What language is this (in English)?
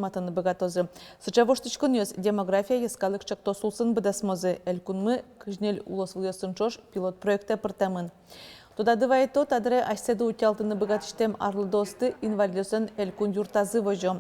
Udmurt